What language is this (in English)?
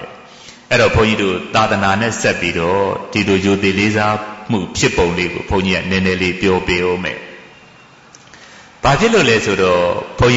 Burmese